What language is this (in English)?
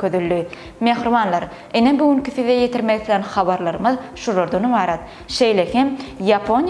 Turkmen